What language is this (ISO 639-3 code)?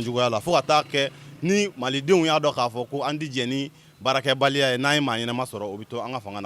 bam